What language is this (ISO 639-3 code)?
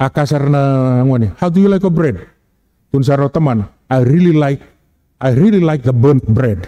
fij